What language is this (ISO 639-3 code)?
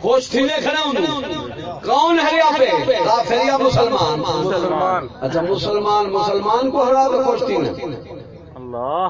skr